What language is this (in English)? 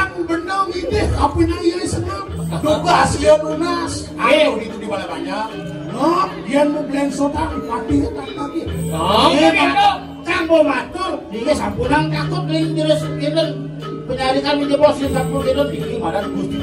Balinese